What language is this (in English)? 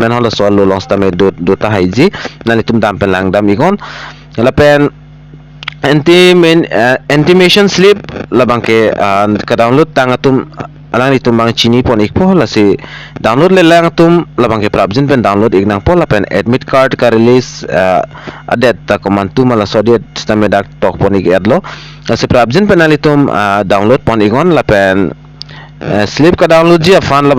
Karbi